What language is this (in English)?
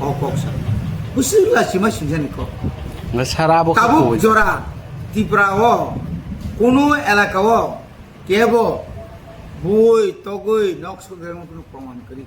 Kok Borok